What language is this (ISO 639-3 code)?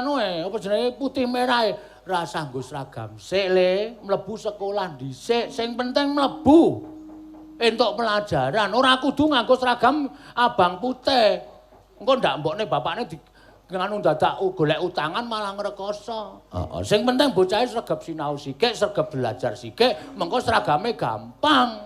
jav